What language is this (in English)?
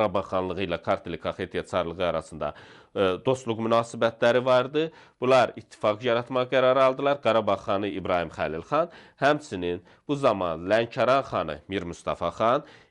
Azerbaijani